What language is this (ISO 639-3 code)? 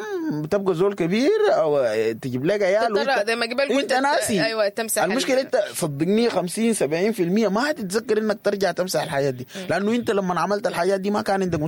apd